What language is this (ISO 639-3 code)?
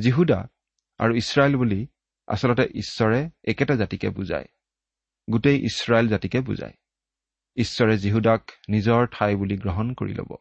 asm